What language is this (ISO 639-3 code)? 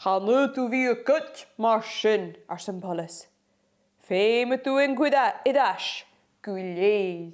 gla